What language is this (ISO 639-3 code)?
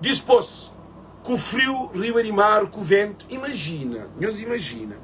kea